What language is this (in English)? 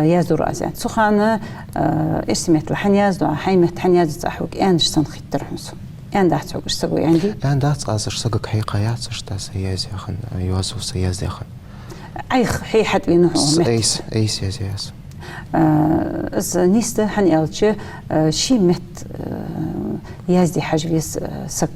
Ingush